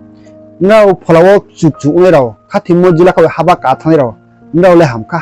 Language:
Riang (India)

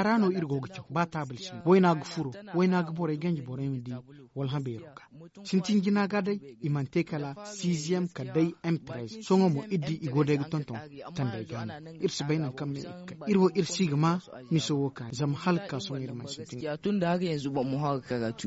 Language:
Zarma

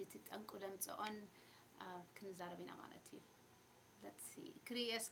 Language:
Tigrinya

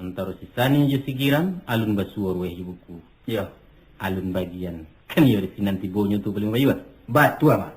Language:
Minangkabau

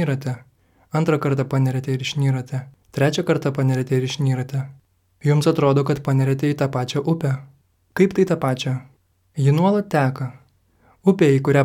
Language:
Lithuanian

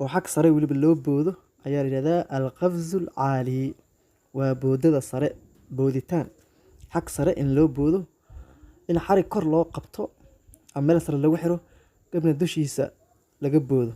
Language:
Somali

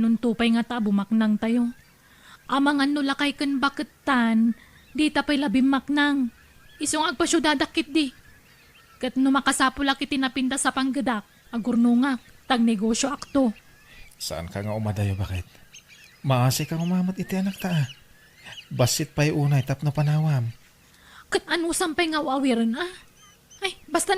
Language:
Iloko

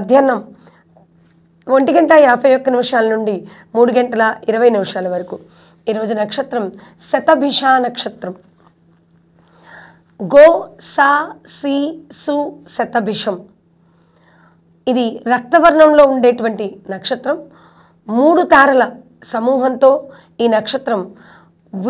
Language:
Telugu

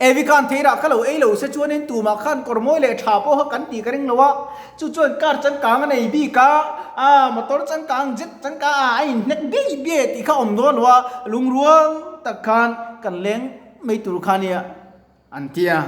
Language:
Mizo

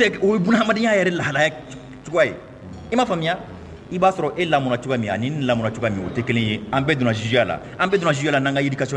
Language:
Mandingo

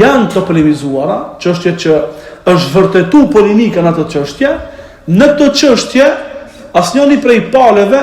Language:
Albanian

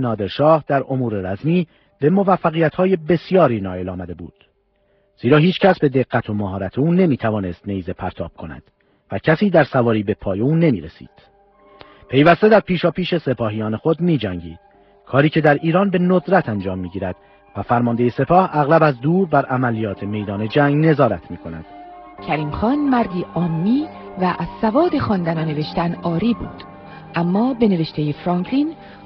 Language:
Persian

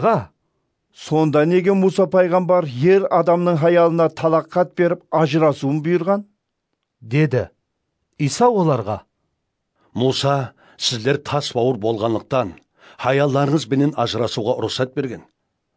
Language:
Kara-Kalpak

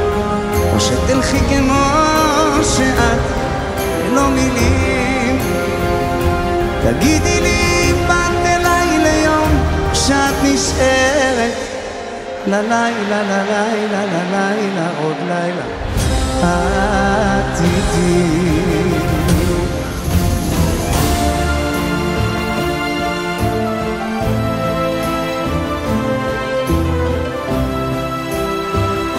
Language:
Hebrew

